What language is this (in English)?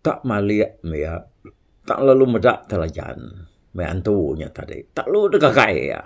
Iban